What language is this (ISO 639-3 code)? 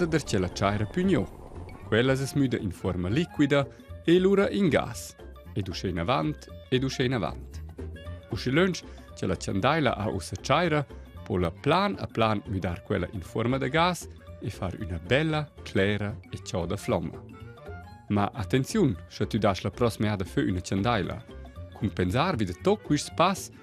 roh